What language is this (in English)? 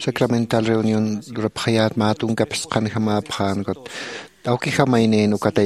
Aymara